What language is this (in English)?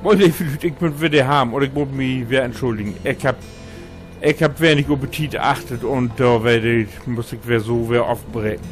Low German